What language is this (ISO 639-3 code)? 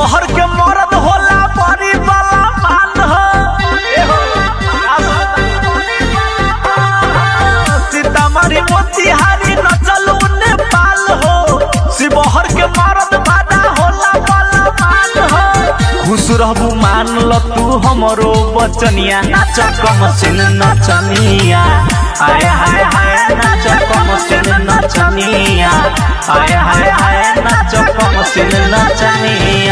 bho